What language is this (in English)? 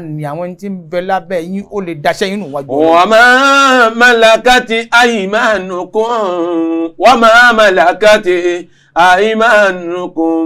Yoruba